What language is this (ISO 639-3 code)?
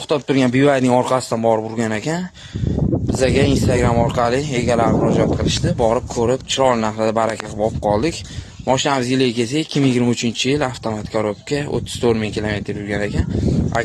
uzb